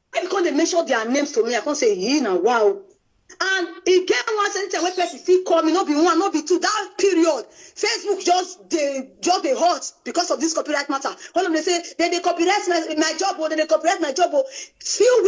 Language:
Nigerian Pidgin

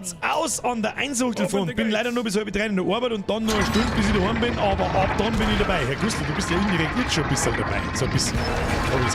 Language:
Bavarian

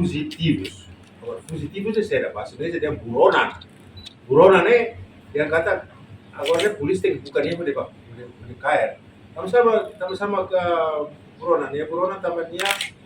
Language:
Tetum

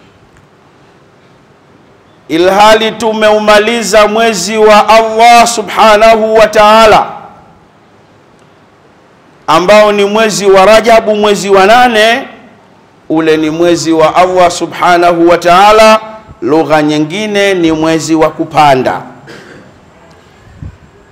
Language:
Swahili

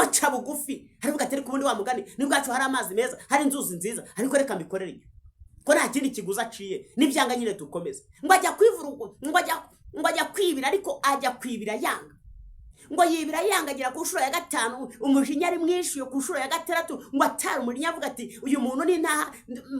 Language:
Kinyarwanda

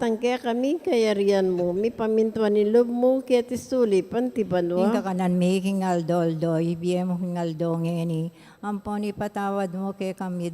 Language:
Pampanga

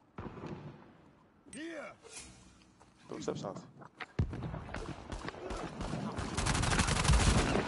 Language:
Greek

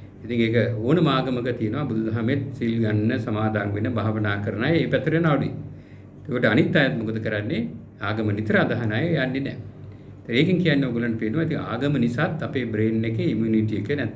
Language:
Sinhala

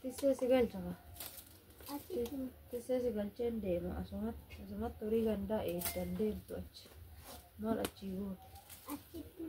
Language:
Oromo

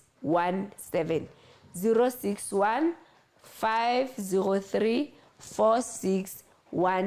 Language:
Southern Sotho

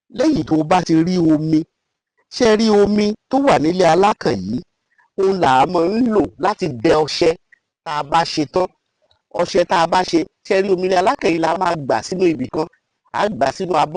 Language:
Yoruba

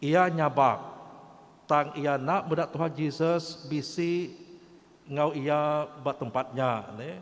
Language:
Iban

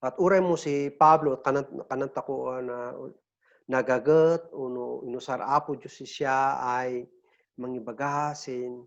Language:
Kankanaey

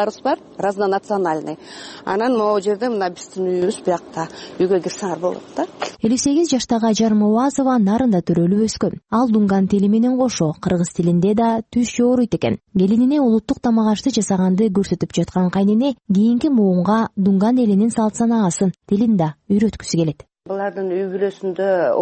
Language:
Kyrgyz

